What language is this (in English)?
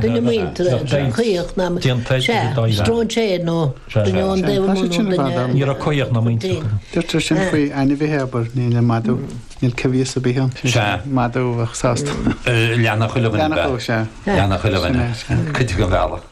Irish